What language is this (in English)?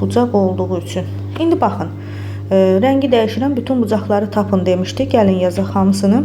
Azerbaijani